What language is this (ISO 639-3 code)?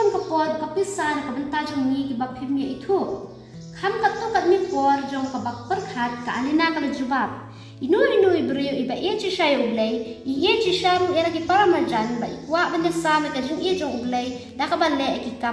kha